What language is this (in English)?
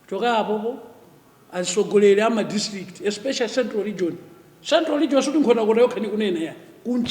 Nyanja